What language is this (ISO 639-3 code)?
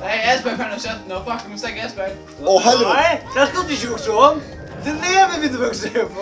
fao